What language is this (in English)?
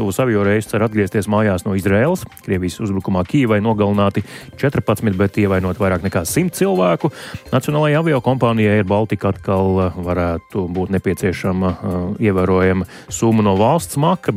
Latvian